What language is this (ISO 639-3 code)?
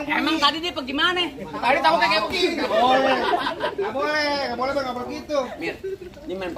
bew